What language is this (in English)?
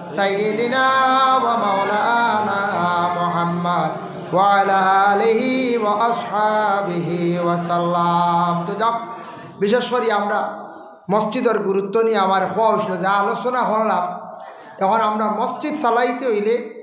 Sylheti